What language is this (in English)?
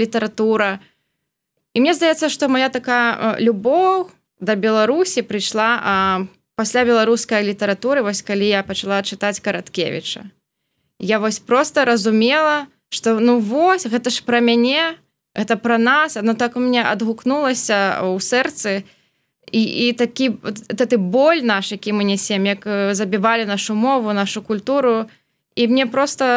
Belarusian